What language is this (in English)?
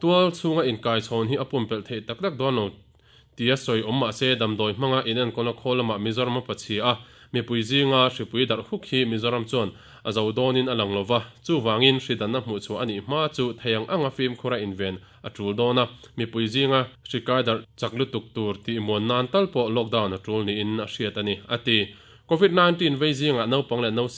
Mizo